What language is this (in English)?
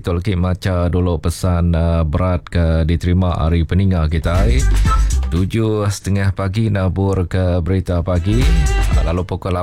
Iban